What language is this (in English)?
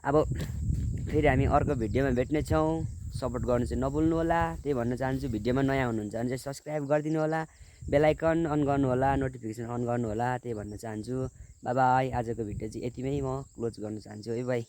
Nepali